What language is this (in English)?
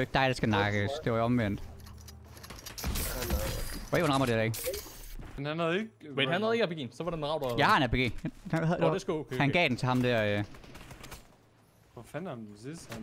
Danish